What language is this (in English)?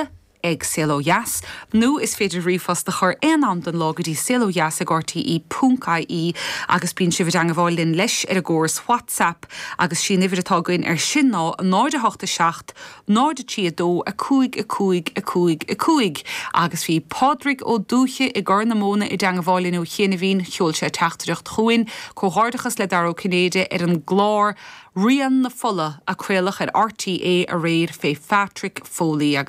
Irish